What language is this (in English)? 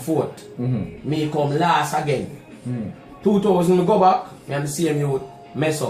Jamaican Creole English